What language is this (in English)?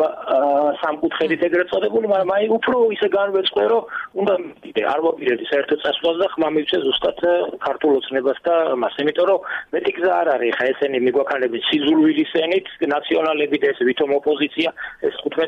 Georgian